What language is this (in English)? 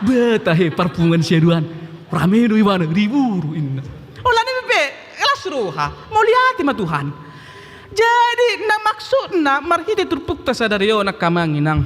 Batak Toba